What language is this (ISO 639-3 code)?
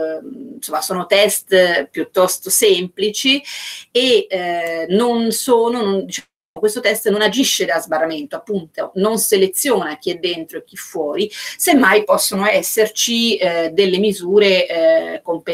ita